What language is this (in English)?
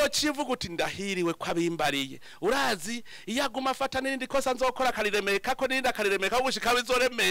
Rundi